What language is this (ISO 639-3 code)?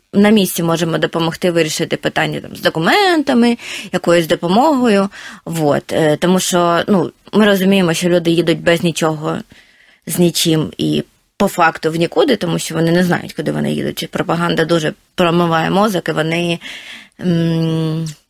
ukr